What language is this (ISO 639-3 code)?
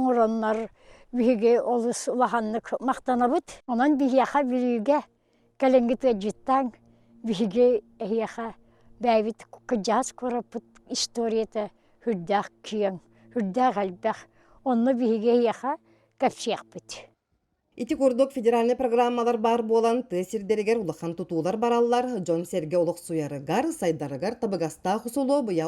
sah